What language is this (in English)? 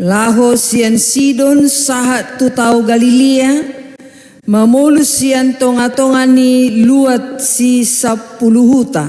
Batak Toba